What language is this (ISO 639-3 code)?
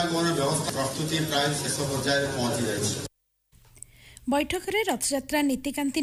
ori